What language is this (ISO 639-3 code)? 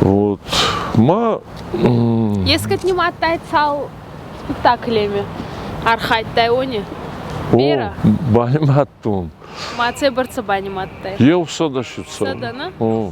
oss